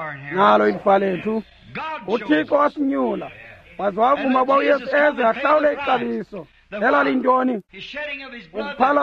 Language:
Xhosa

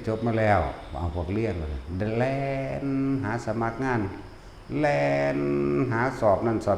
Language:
Northeastern Thai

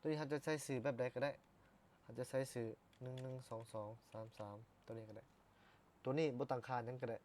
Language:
Lao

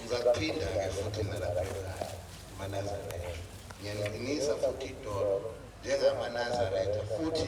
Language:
Zulu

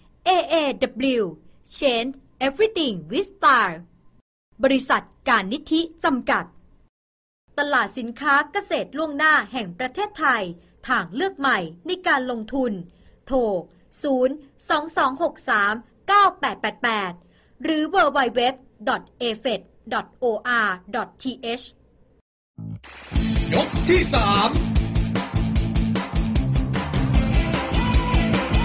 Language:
Thai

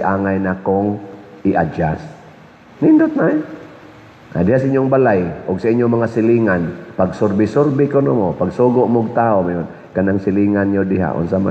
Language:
Cebuano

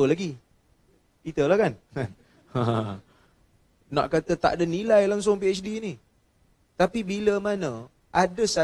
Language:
Malay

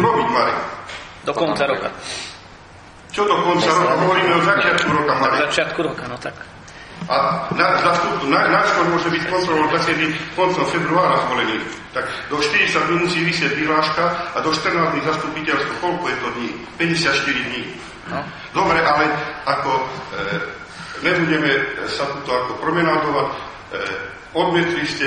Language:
Slovak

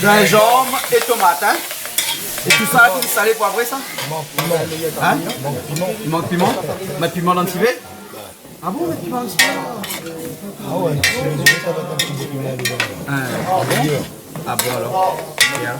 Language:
Réunion Creole French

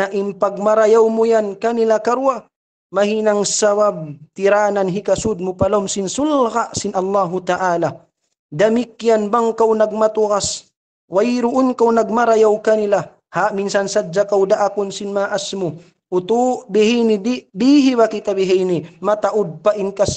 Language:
Tausug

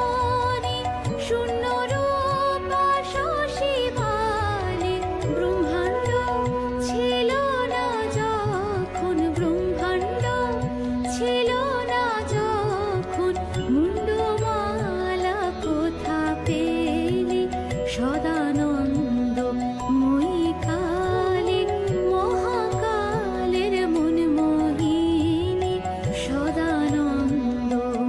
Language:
Bangla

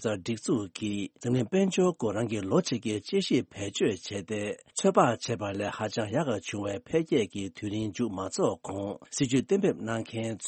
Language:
Tibetan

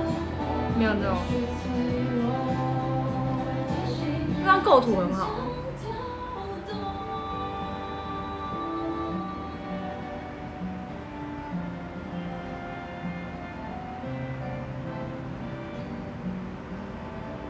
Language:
Chinese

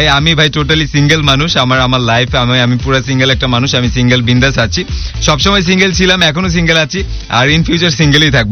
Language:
Bangla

